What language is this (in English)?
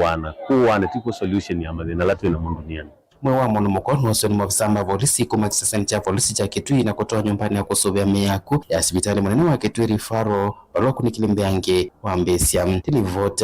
Kamba